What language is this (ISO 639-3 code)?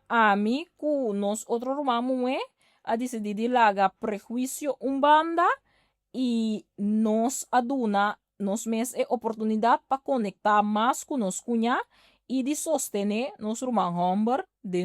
pap